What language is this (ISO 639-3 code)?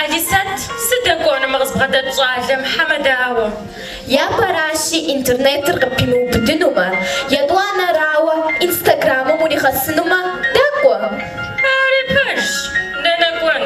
kbd